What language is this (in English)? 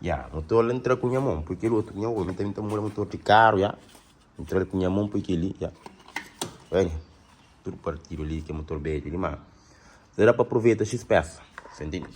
Kabuverdianu